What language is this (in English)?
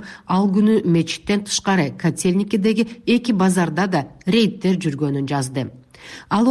Kyrgyz